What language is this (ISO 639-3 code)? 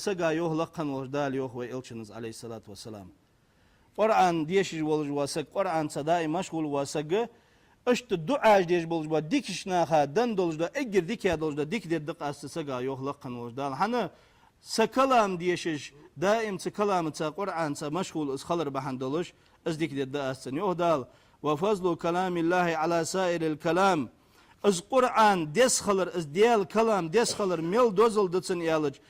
inh